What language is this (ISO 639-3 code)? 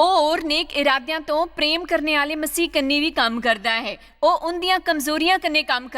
doi